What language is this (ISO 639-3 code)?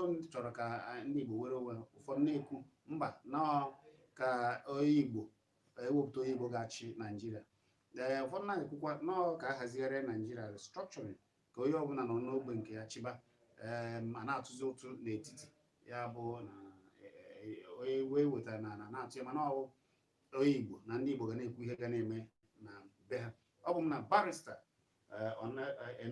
ibo